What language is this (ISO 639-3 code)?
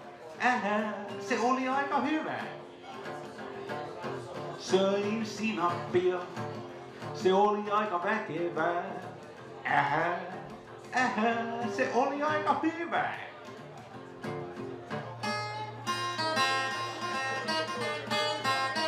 fin